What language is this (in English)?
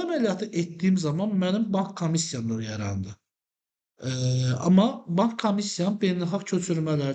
Azerbaijani